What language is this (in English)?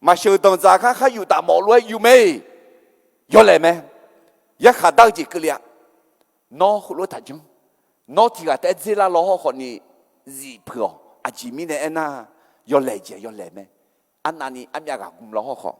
Akha